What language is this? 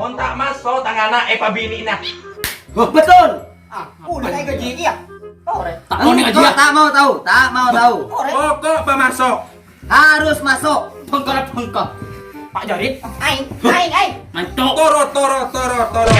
Madurese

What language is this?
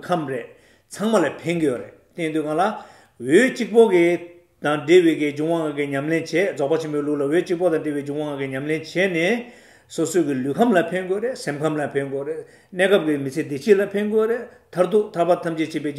Tibetan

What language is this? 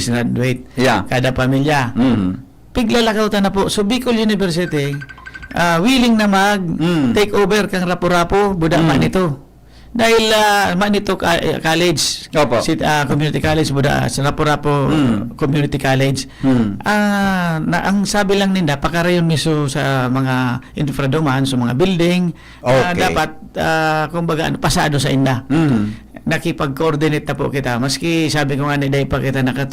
Bikol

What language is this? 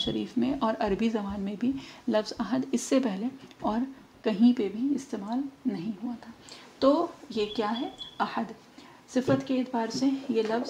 Urdu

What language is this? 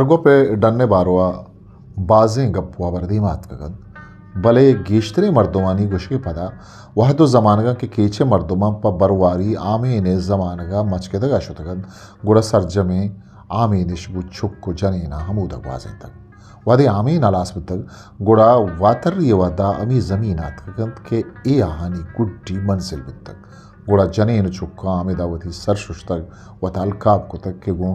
Eastern Balochi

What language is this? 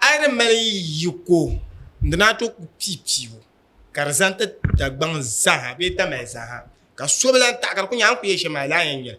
Dagbani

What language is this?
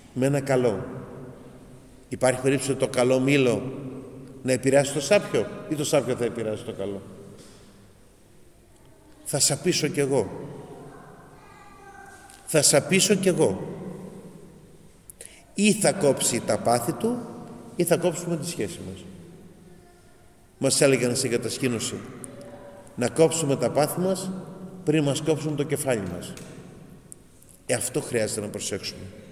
Greek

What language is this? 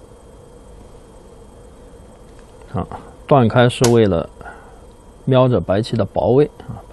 Chinese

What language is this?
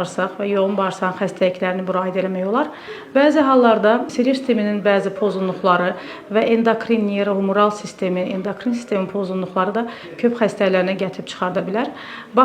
Azerbaijani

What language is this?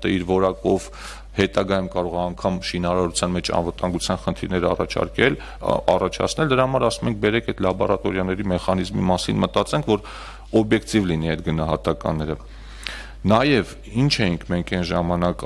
Armenian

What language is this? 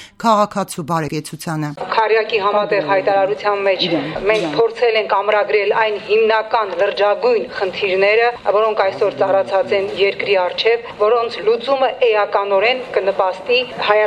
Armenian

